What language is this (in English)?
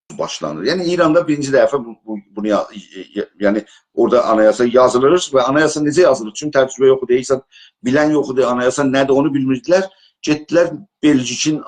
South Azerbaijani